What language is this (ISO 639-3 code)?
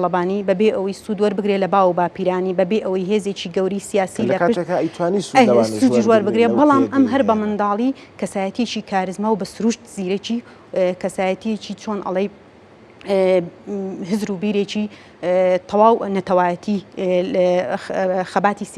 ckb